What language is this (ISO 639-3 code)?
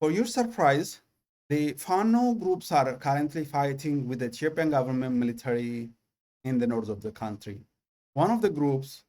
eng